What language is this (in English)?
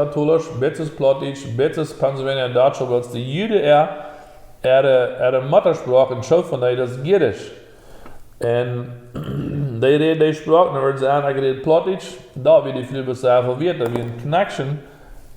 Plautdietsch